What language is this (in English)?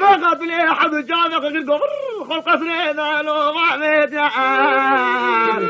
Kurdish